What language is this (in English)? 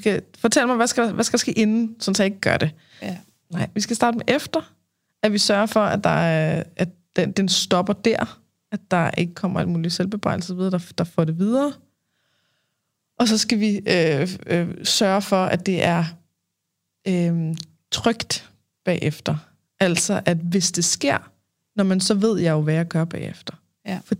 Danish